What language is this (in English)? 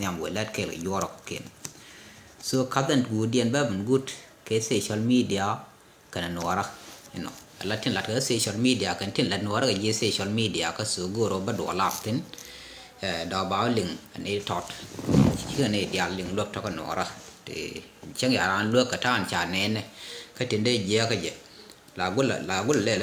Nuer